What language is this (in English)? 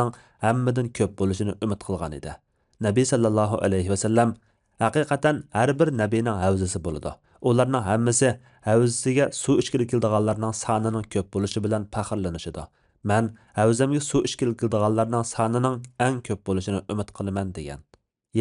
Uyghur